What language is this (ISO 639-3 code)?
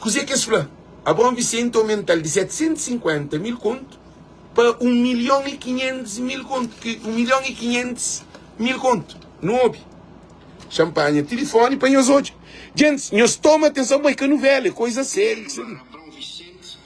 kea